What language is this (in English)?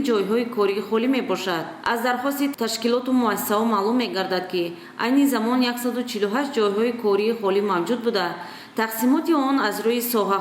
Tajik